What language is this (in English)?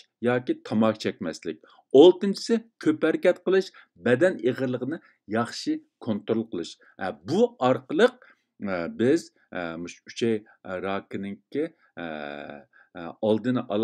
Uyghur